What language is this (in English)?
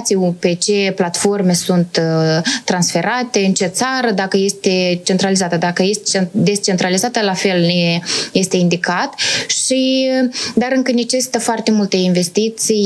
Romanian